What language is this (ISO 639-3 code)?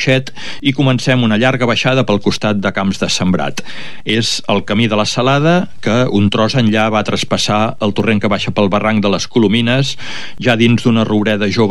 cat